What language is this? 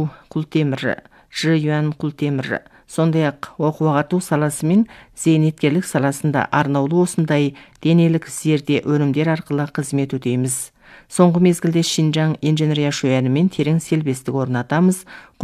Kazakh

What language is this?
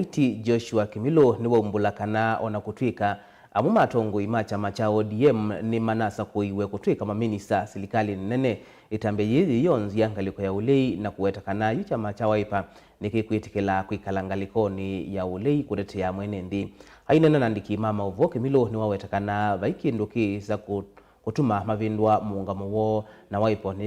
Kamba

